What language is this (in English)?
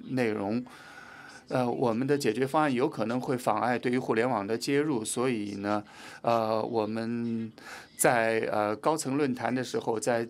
Chinese